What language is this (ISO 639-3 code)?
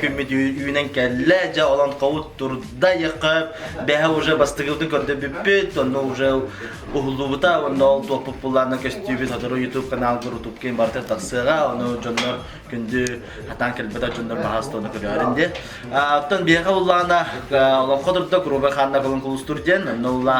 sah